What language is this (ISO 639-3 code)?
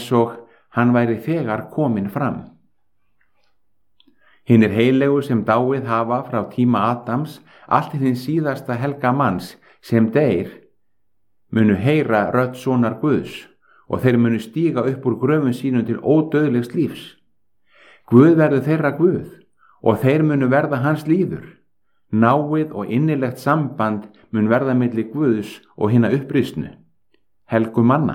isl